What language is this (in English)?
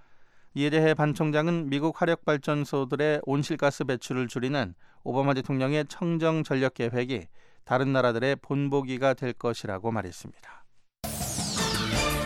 Korean